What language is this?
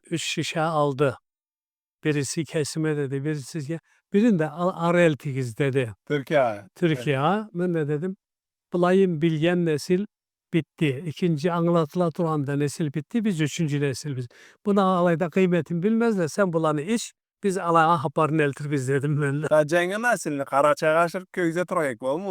Karachay-Balkar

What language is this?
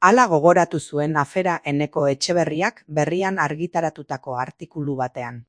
Basque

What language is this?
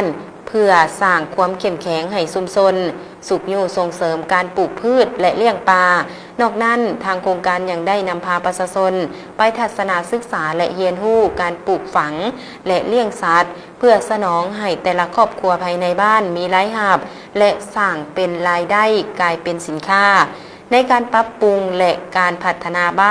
Lao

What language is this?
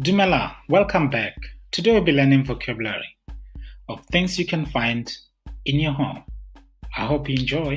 Tswana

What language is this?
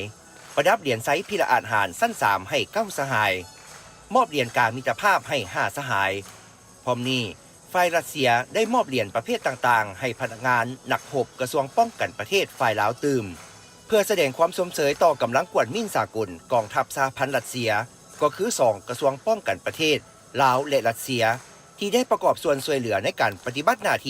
Lao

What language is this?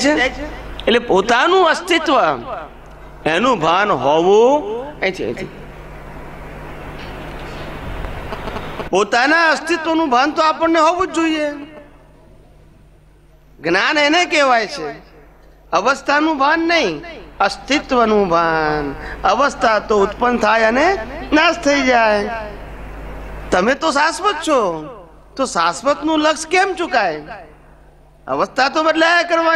Gujarati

